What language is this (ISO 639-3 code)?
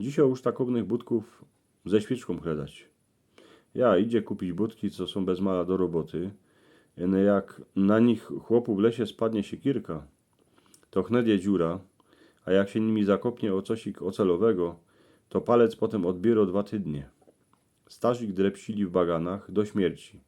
szl